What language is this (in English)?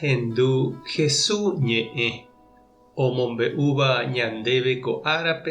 Guarani